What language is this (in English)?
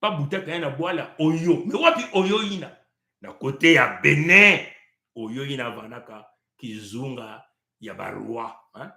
Kituba (Congo)